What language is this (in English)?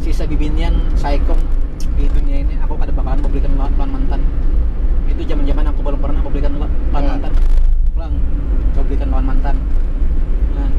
Banjar